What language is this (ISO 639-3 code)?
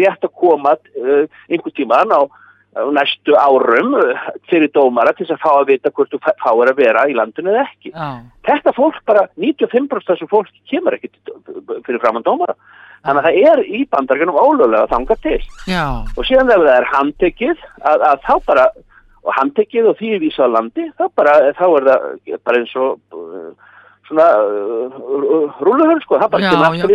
isl